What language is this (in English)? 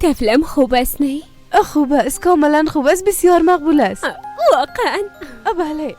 Persian